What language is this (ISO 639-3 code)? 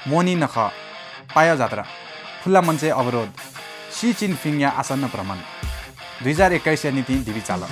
new